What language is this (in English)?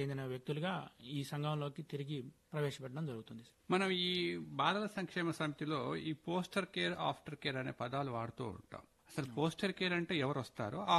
Telugu